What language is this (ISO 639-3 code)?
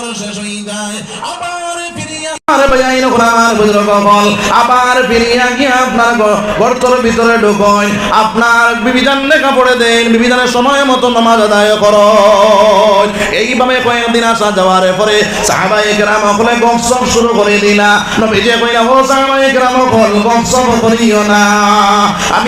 syl